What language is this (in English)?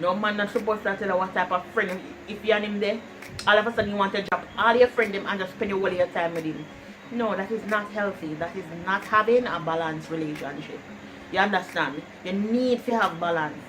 Jamaican Creole English